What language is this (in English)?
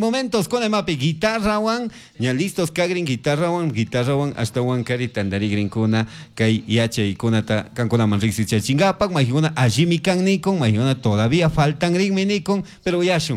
Chimborazo Highland Quichua